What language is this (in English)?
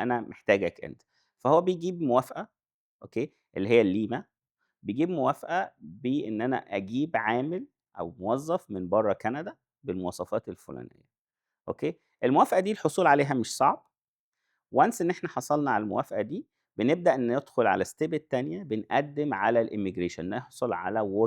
Egyptian Arabic